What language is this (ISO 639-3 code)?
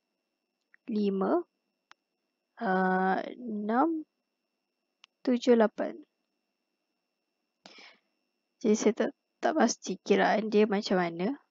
msa